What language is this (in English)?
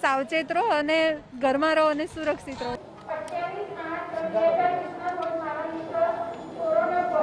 Gujarati